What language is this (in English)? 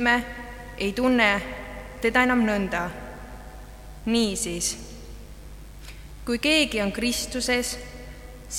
Estonian